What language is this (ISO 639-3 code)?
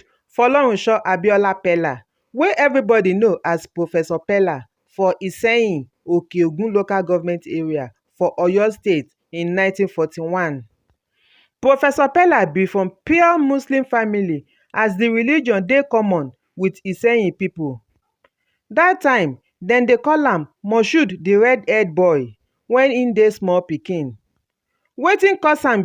pcm